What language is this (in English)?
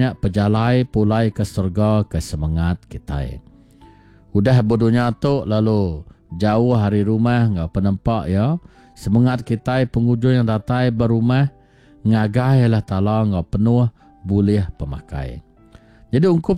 Iban